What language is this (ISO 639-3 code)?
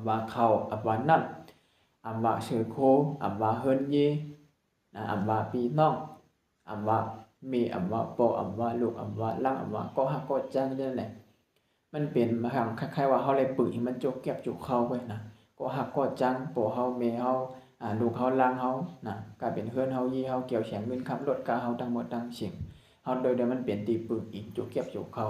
shn